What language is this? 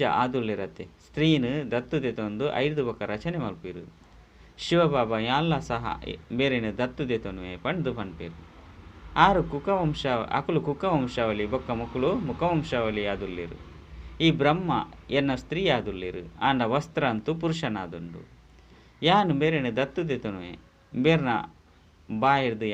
Tulu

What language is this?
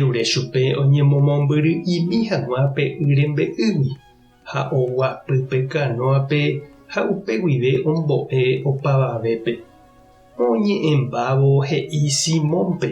Guarani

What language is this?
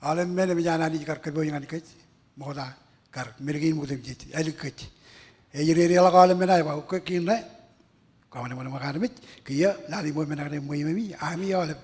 Marshallese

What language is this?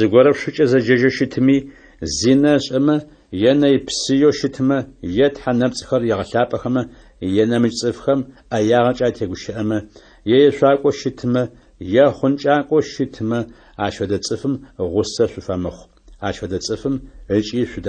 Adyghe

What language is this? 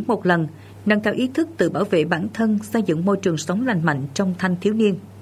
Vietnamese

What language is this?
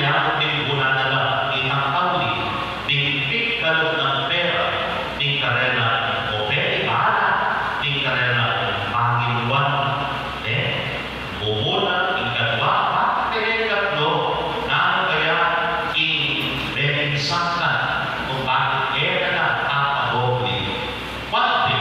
Pampanga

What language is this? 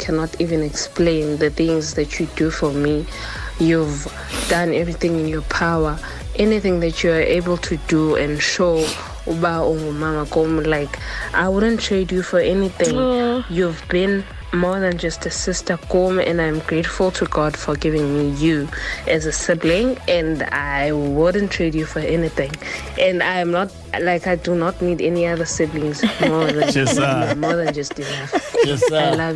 Xhosa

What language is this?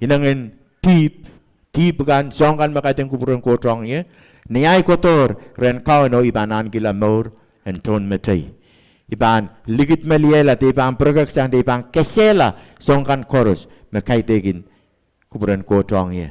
Pohnpeian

